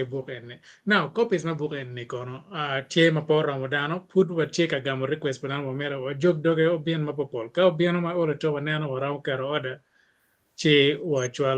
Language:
Acoli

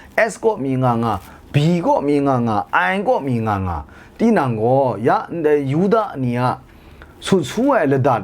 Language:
Kachin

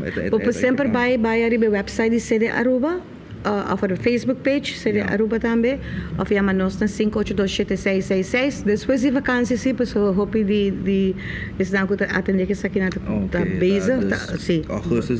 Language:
Papiamento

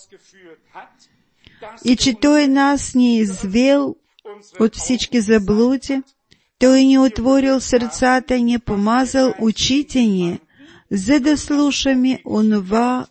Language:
Bulgarian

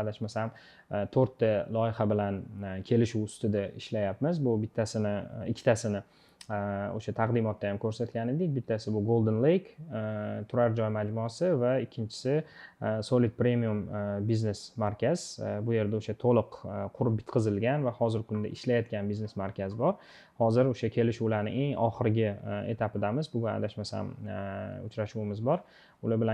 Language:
Uzbek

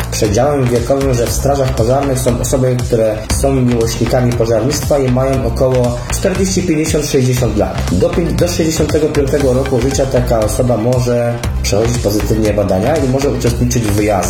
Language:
Polish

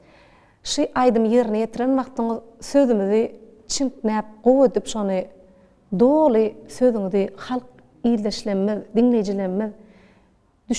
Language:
Turkmen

